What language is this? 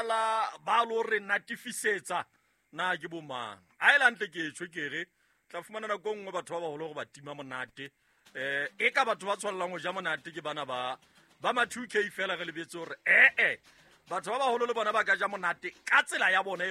Southern Sotho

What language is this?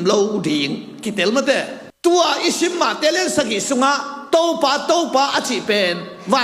Tedim Chin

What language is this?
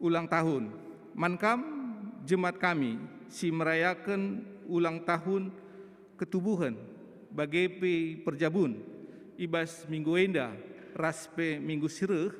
Batak Karo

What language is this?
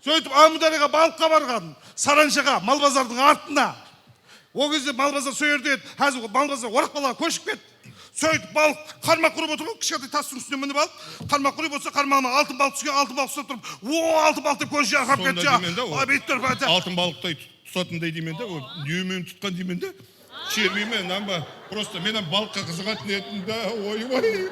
Kara-Kalpak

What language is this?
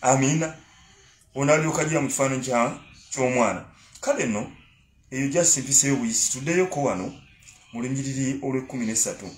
Ganda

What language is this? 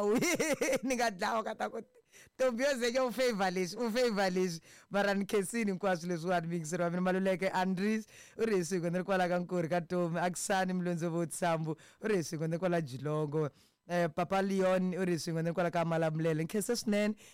Tsonga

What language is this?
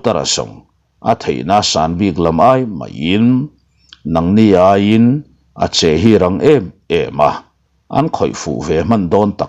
Mizo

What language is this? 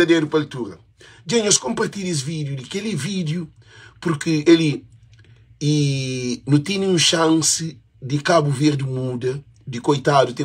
Kabuverdianu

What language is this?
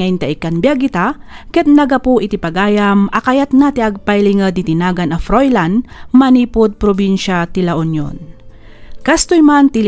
Iloko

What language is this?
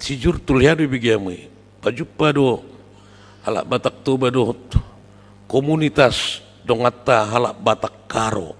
Batak Toba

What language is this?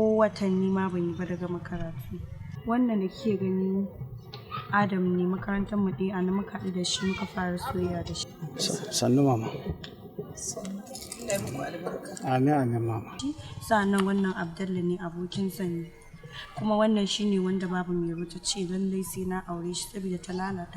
Hausa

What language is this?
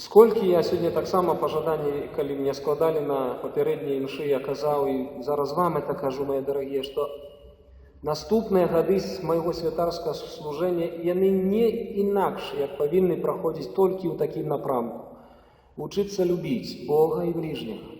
Belarusian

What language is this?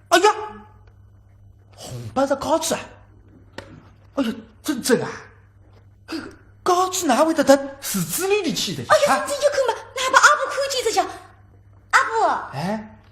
Wu Chinese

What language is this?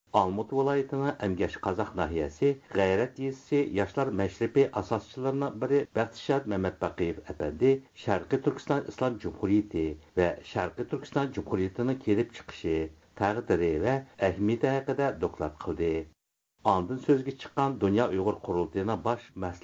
Uyghur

